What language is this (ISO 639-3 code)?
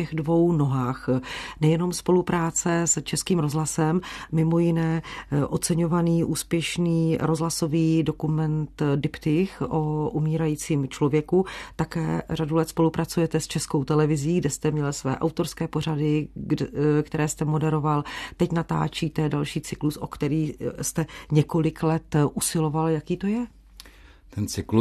ces